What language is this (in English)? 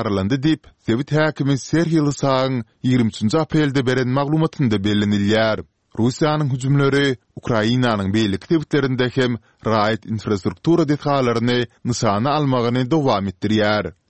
Turkmen